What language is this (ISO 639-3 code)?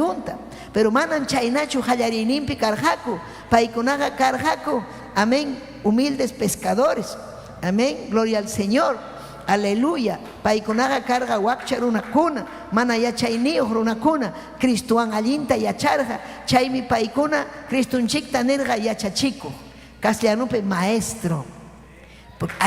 quy